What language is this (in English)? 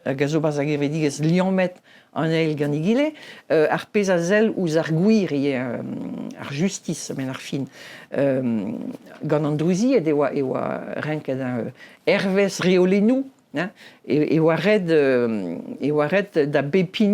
Breton